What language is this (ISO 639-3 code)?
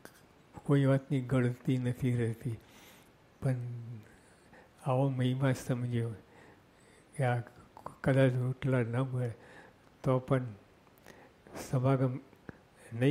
guj